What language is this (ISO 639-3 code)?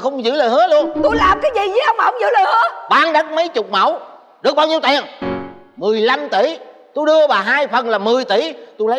vie